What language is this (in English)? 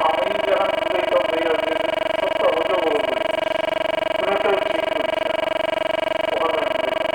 Sylheti